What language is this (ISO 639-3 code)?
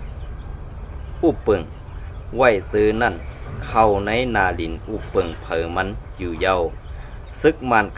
shn